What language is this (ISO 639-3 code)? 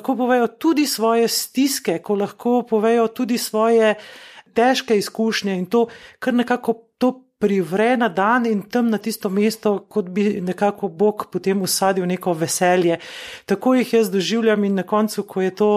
slv